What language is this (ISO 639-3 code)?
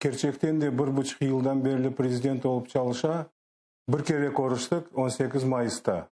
crh